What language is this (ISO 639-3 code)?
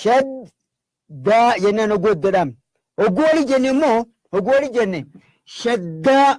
orm